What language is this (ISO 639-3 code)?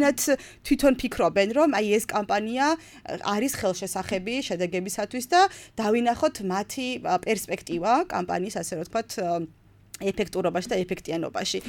kat